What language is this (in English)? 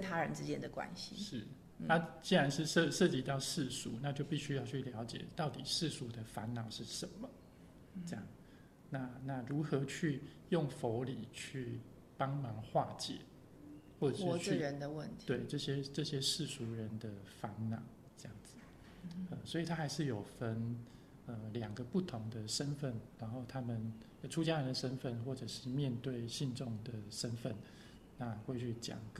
Chinese